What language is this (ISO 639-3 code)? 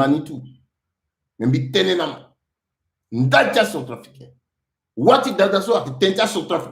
sag